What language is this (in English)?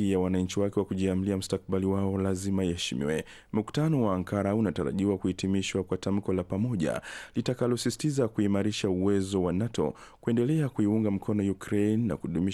Swahili